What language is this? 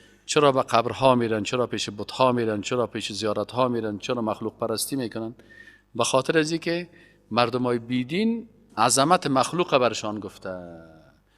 Persian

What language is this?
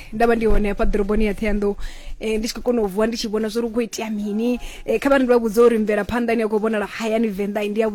Venda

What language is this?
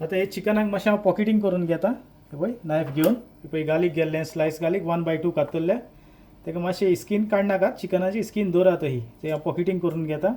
Konkani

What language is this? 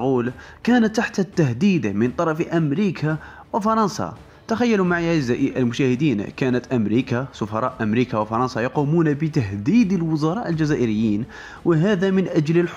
Arabic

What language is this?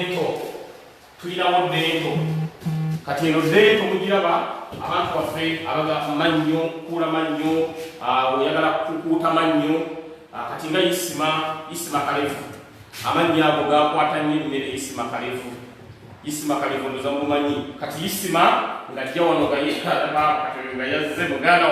Ganda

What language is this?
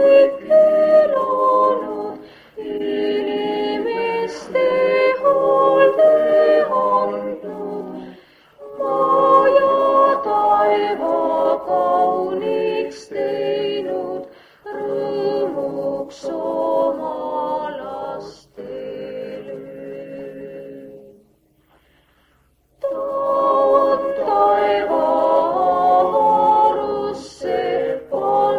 Estonian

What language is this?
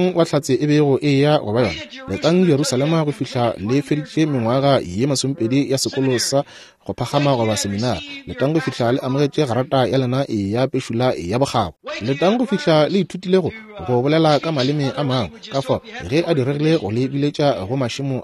Northern Sotho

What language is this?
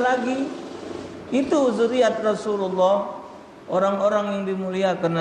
Musi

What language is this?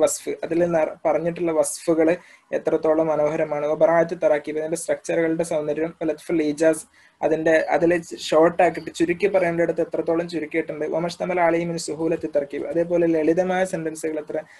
Malayalam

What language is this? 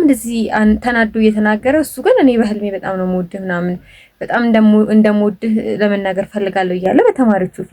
Amharic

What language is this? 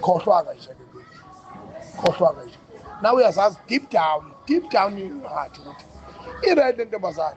Zulu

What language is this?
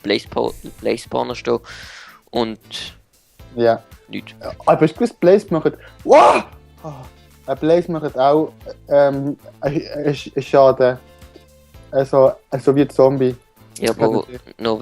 Swiss German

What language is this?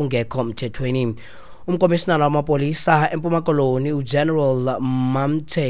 Xhosa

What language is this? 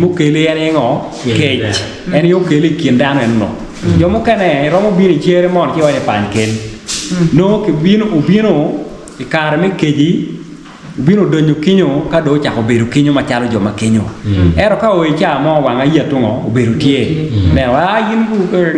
Acoli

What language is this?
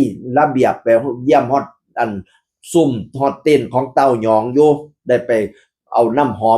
Northeastern Thai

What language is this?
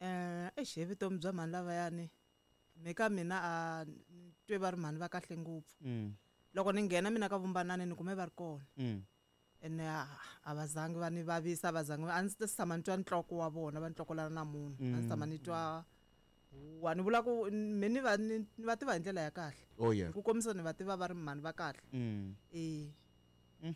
Tsonga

